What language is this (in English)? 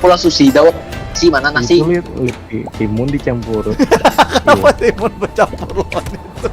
Banjar